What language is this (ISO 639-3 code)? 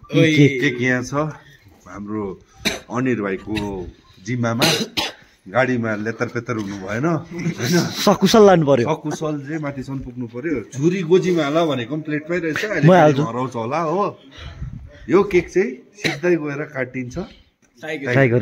nep